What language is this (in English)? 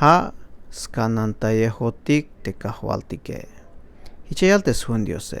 Tzeltal